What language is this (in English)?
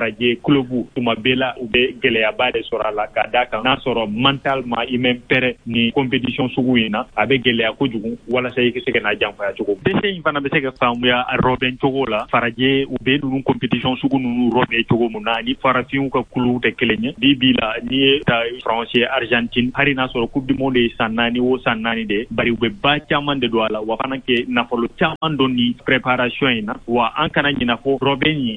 Bambara